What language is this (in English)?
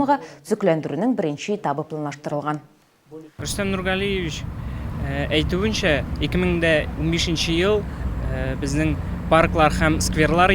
Tatar